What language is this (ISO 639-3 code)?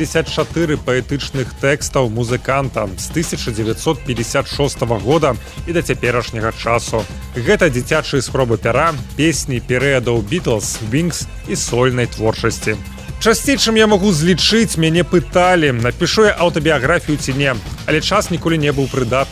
bel